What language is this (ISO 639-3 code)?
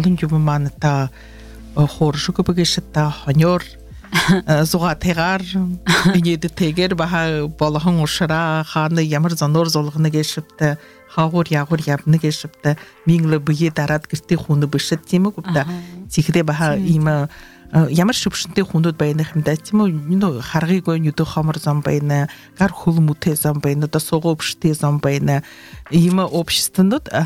bua